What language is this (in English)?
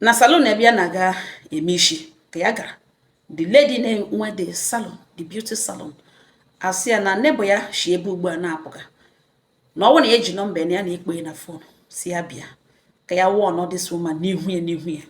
Igbo